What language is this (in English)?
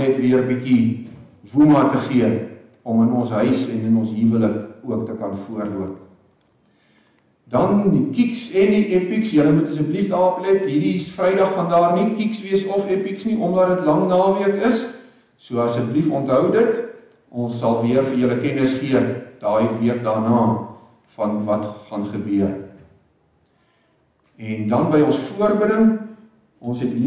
Afrikaans